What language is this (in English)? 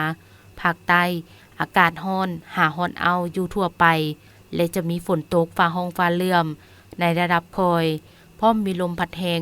Lao